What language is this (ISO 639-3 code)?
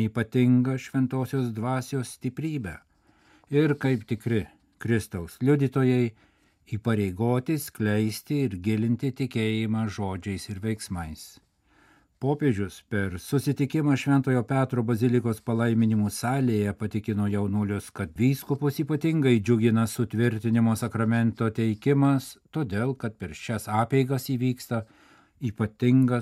lit